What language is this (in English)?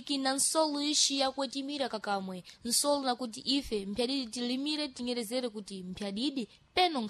Sena